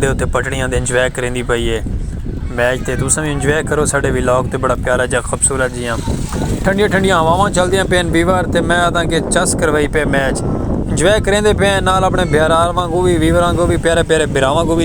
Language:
Saraiki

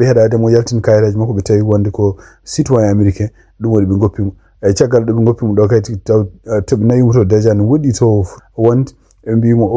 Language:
Fula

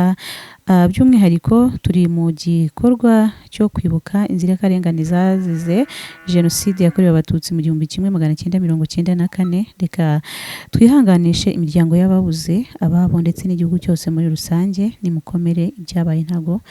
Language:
Kinyarwanda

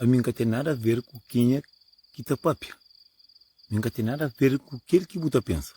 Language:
Kabuverdianu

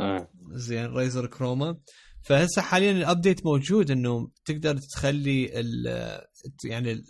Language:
Mesopotamian Arabic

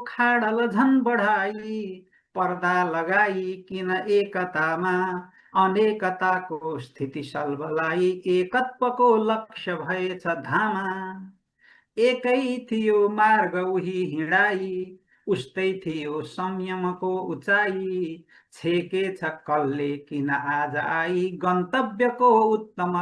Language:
Nepali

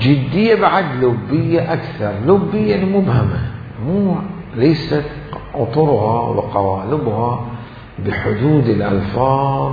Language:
Mesopotamian Arabic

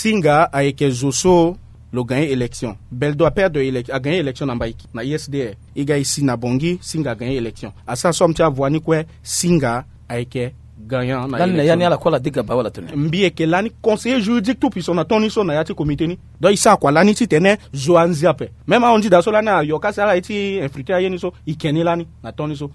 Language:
Sango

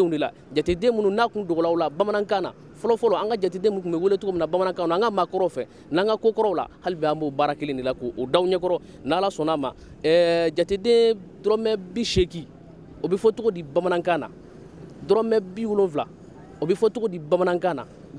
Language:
Bambara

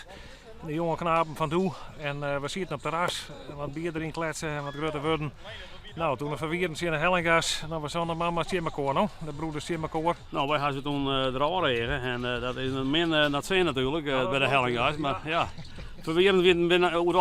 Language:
Western Frisian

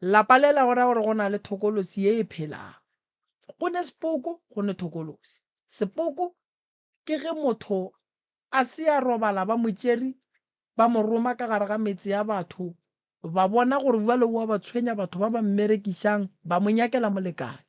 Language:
Northern Sotho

